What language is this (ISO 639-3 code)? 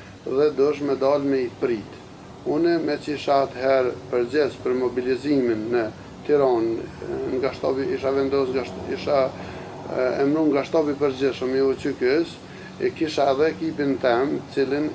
sqi